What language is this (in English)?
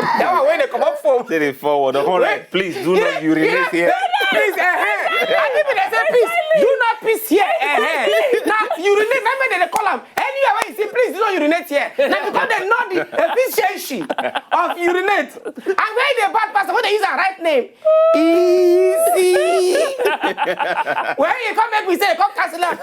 Nigerian Pidgin